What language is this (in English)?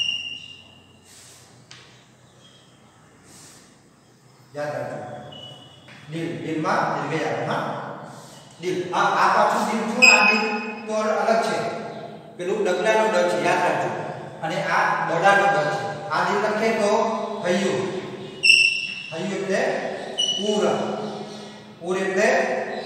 Gujarati